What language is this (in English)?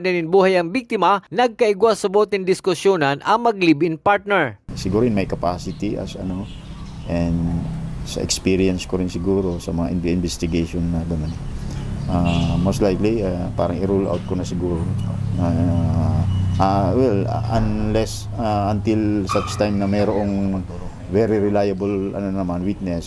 Bikol